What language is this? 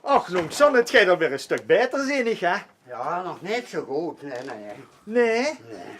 Limburgish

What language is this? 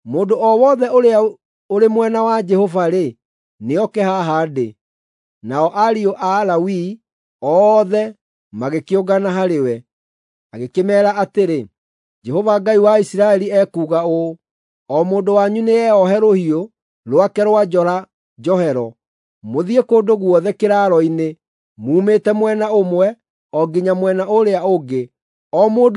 Kikuyu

